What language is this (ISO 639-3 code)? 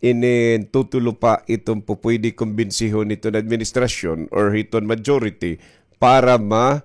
war